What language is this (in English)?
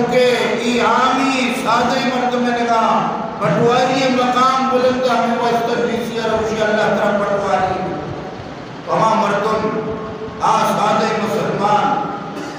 Eastern Balochi